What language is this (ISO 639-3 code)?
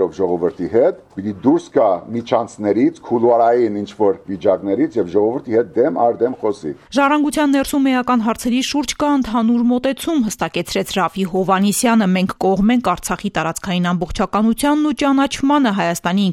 hye